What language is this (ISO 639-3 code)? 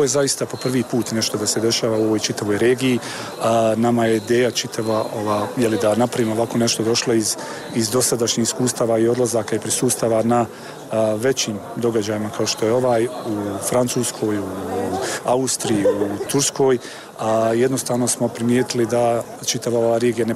bos